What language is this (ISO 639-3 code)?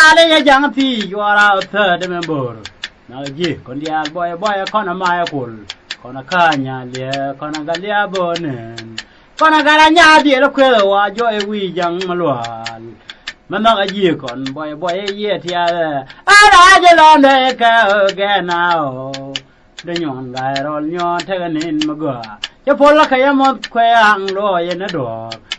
nus